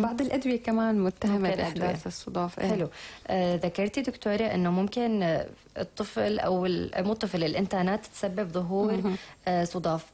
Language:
North Levantine Arabic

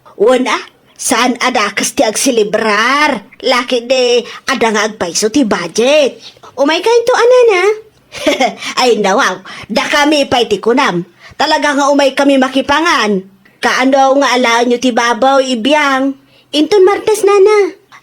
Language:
Iloko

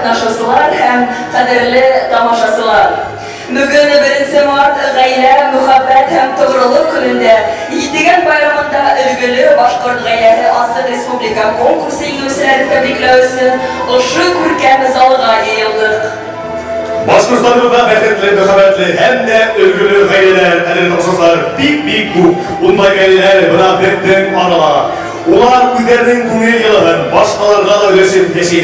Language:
Bashkir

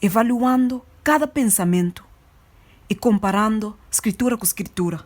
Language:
Papiamento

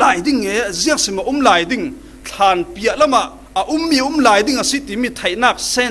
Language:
Falam Chin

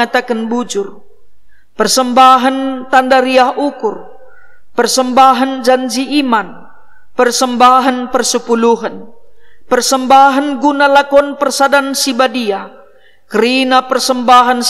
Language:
Batak Karo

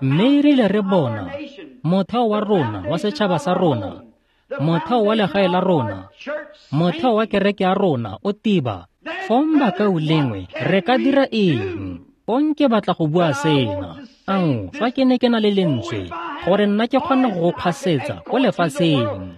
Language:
Tswana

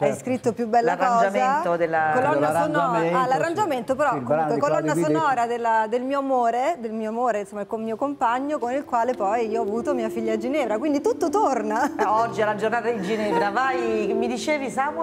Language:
Italian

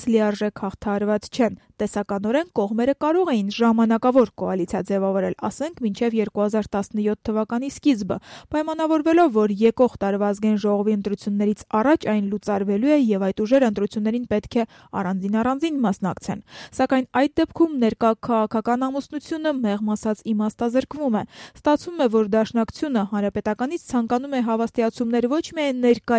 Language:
Armenian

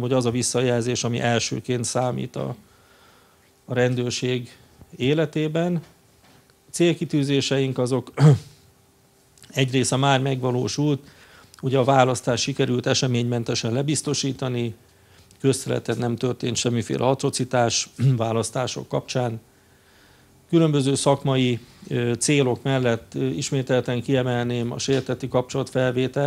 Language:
Hungarian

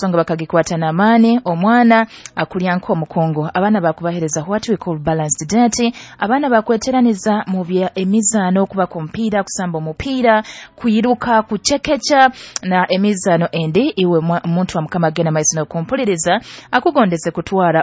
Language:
Nyoro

